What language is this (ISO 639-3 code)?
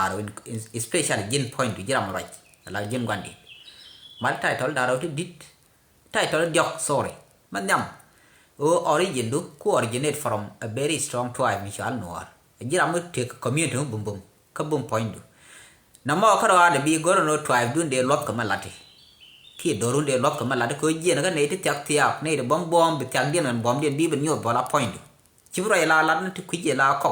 nus